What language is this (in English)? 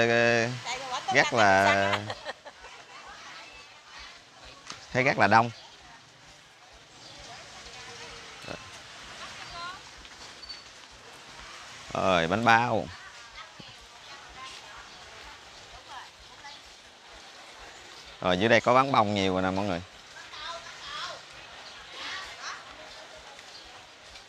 Vietnamese